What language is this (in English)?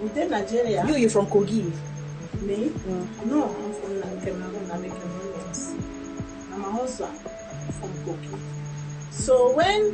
Nigerian Pidgin